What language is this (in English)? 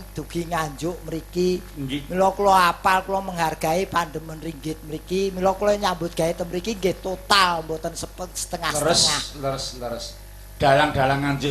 Javanese